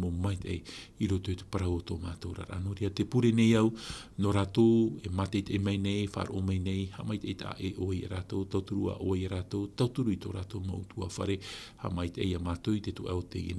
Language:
Tahitian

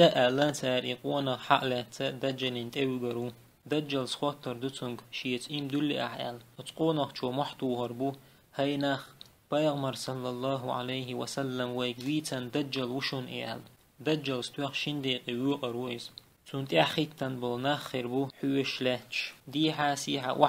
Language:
Chechen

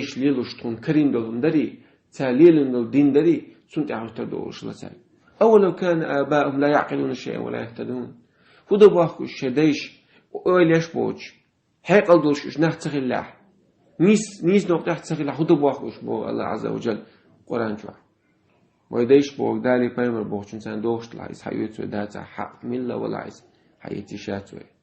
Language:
Chechen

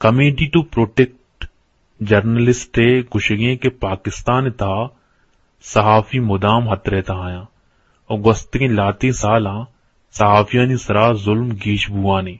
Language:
Eastern Balochi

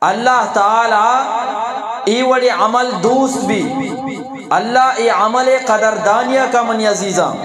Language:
Eastern Balochi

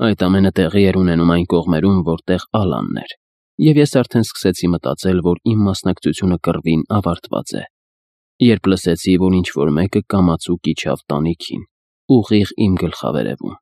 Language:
Armenian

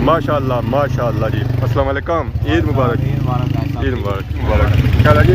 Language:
Pahari-Potwari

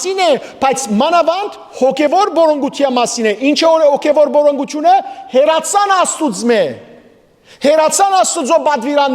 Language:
Western Armenian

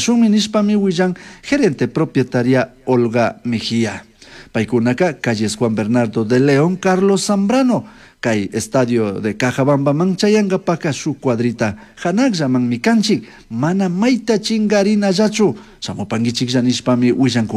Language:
Chimborazo Highland Quichua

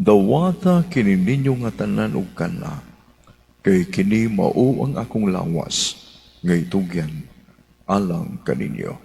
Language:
Cebuano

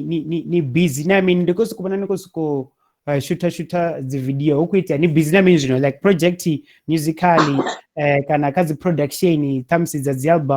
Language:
Venda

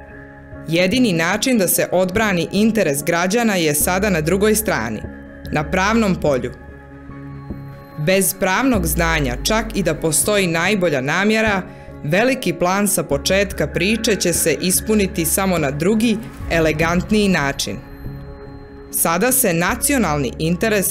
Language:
Serbian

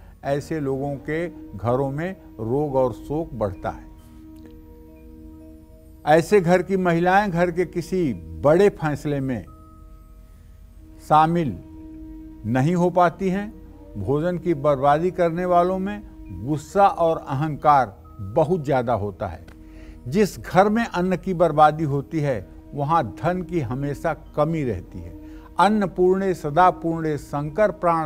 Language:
Hindi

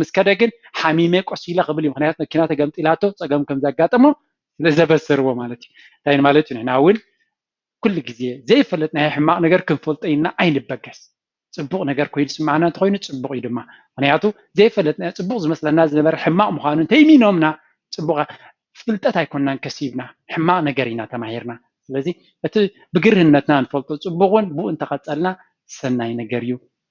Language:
Tigrinya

